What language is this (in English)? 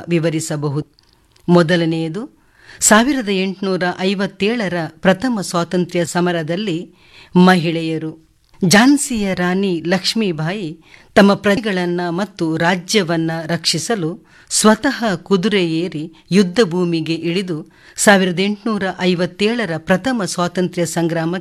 Kannada